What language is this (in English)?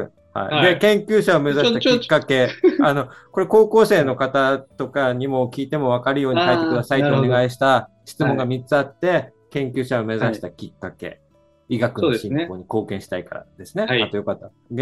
Japanese